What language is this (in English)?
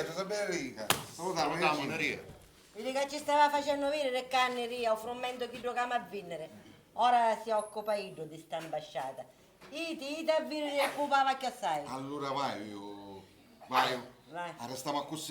Sicilian